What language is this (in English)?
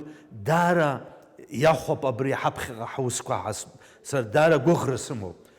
Abkhazian